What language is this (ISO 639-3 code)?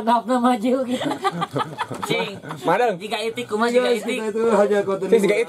sun